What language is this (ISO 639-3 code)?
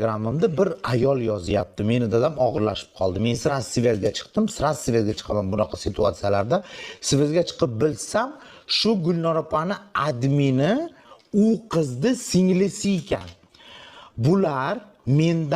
uzb